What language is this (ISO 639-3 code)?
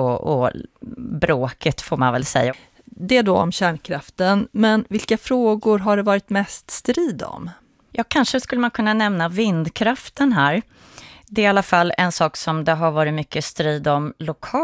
swe